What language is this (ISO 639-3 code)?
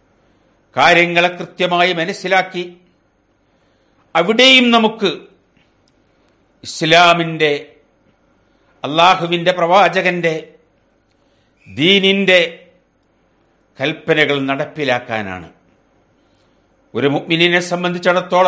mal